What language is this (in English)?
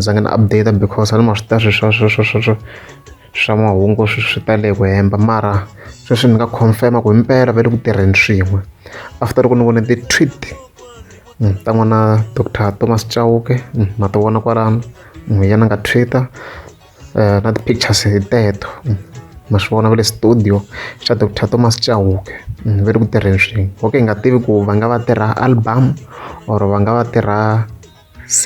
Tsonga